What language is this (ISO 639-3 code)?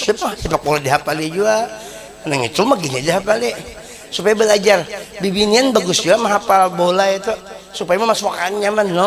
bjn